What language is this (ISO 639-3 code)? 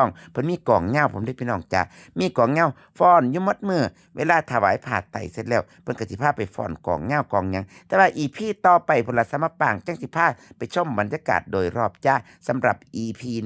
tts